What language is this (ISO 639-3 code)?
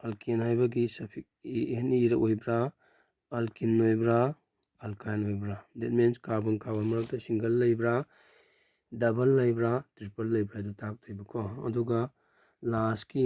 mni